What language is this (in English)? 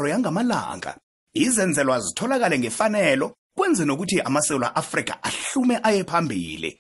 South Ndebele